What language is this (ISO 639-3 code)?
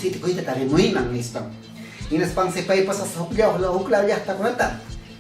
quy